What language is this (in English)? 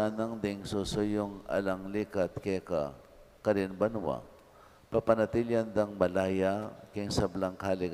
Pampanga